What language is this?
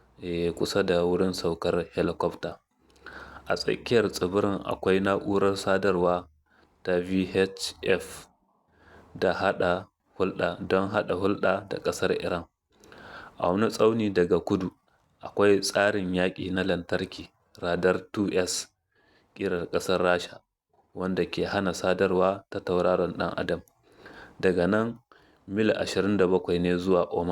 Hausa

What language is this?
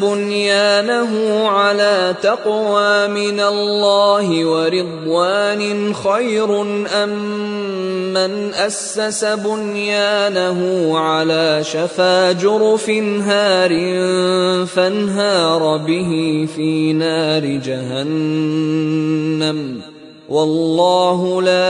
Arabic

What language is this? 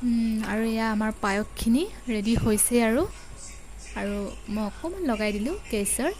Assamese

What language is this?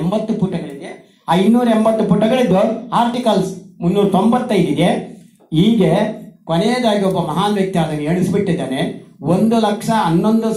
Kannada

